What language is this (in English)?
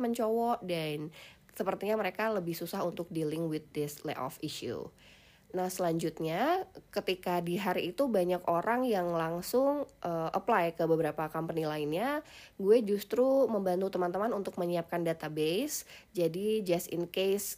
Indonesian